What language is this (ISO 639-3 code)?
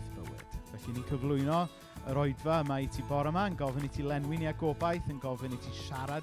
cym